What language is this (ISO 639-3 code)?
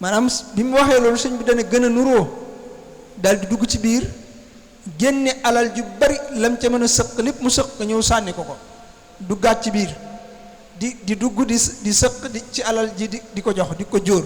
wol